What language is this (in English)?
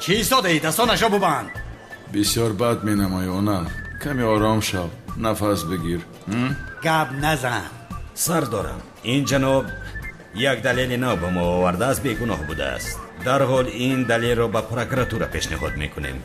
Tajik